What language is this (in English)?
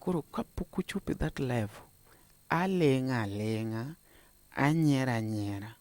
Luo (Kenya and Tanzania)